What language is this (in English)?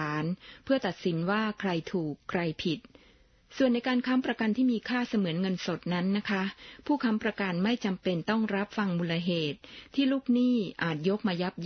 Thai